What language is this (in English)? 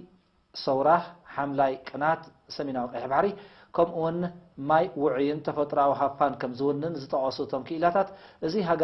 Tigrinya